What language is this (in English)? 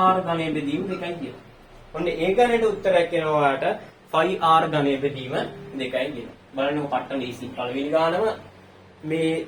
Sinhala